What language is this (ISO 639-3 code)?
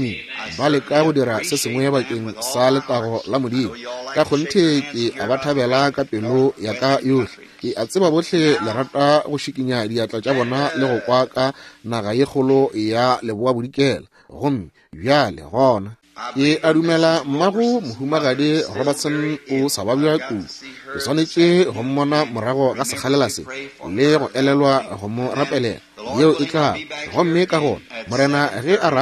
nso